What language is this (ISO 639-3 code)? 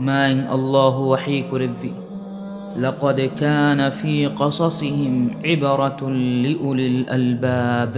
div